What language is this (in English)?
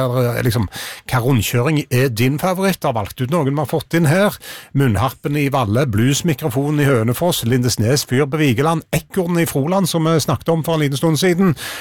Norwegian